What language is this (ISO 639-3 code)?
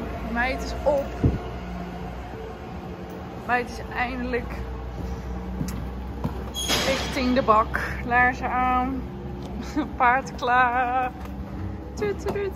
nld